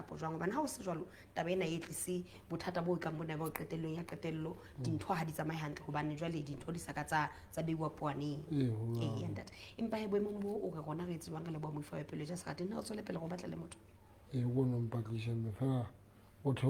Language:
Southern Sotho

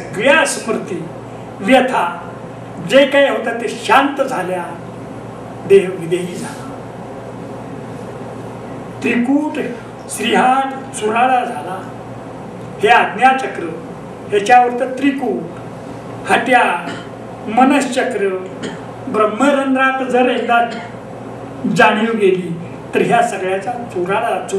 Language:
Marathi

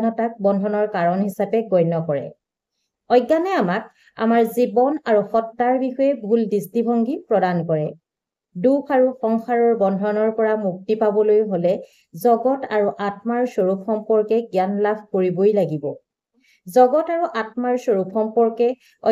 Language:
Assamese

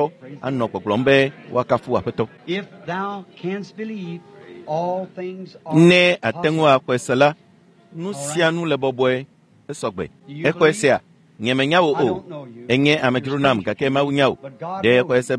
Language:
Ewe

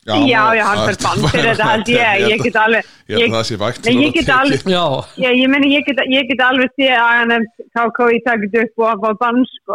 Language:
Icelandic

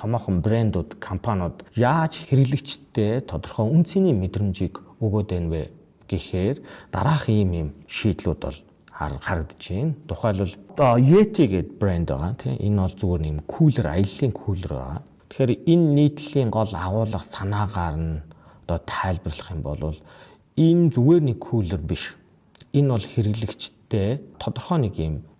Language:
Mongolian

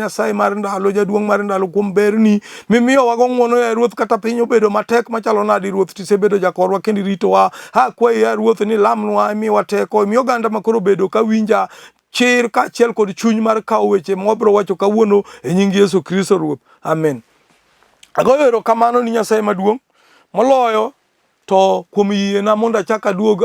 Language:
Luo (Kenya and Tanzania)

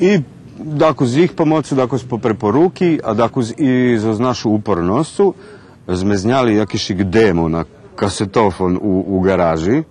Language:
Rusyn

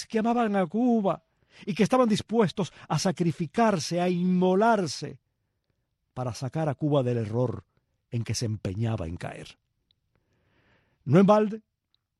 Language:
Spanish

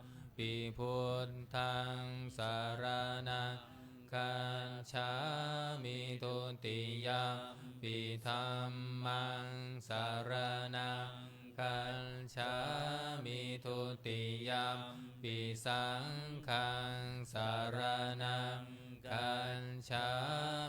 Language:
Pali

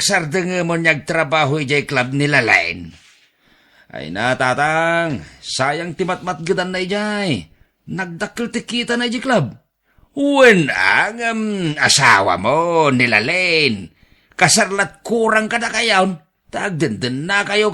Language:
Iloko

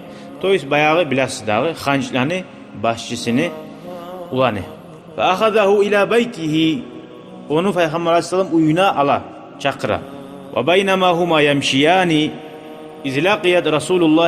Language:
Kumyk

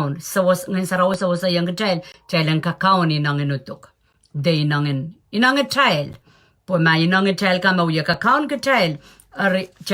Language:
Pohnpeian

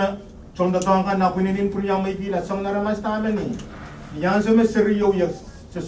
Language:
Pohnpeian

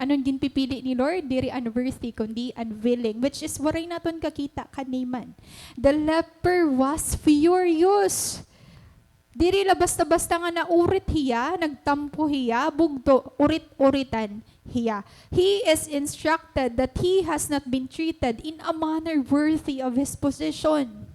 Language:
Waray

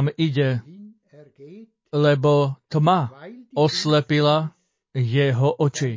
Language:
Slovak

